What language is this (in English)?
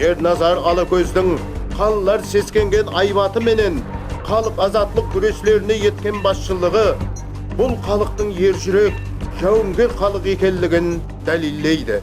Kara-Kalpak